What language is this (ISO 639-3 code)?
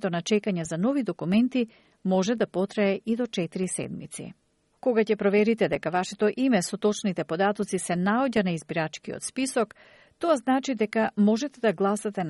mkd